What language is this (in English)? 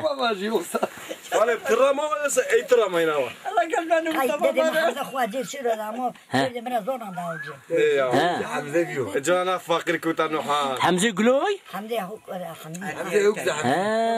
Zaza